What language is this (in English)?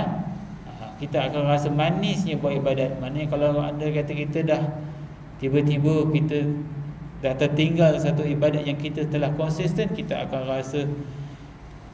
Malay